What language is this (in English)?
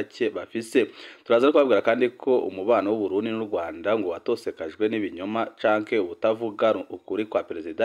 Rundi